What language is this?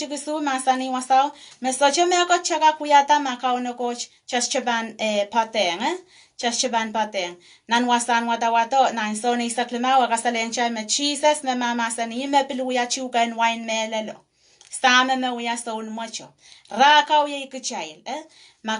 Pohnpeian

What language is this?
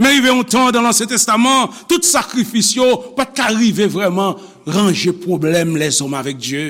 Haitian Creole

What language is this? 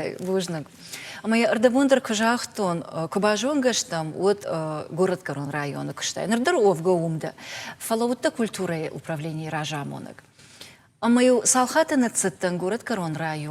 Ossetic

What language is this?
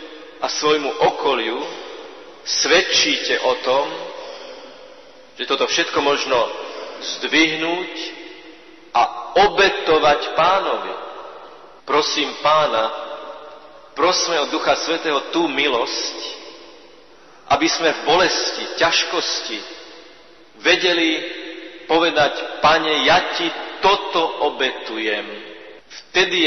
Slovak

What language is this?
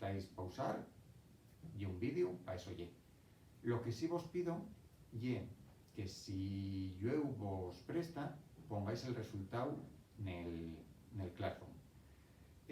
Asturian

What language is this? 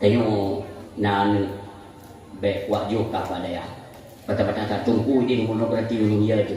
Achinese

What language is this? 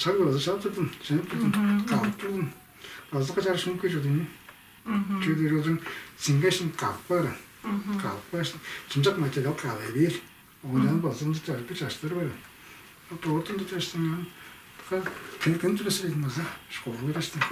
Tuvinian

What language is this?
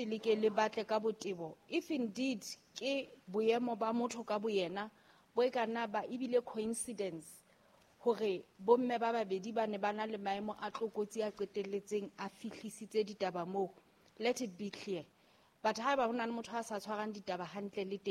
Southern Sotho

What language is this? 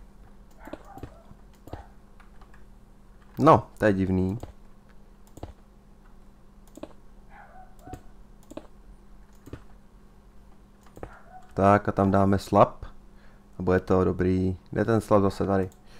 Czech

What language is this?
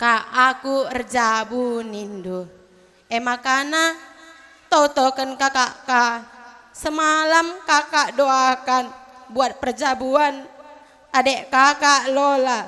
Batak Karo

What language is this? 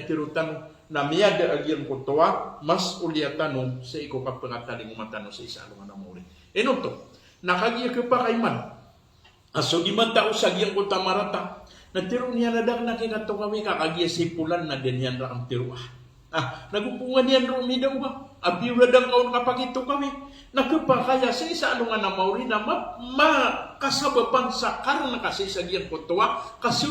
Maranao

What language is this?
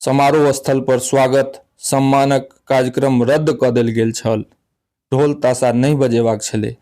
Maithili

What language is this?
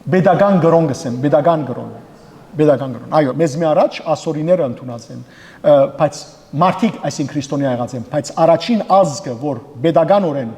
Western Armenian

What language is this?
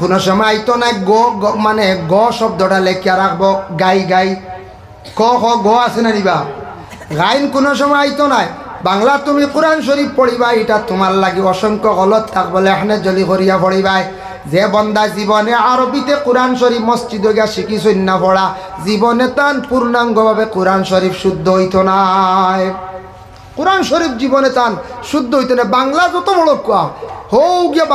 Sylheti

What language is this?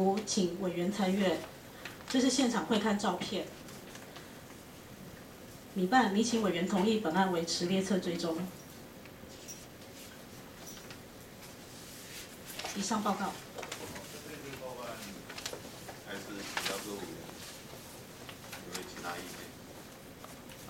Chinese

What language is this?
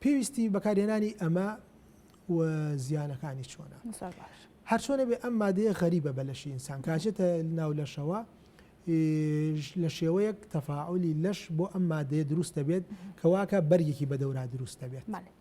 Central Kurdish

